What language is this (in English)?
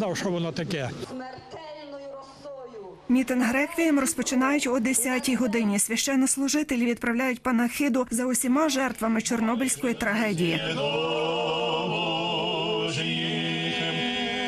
Ukrainian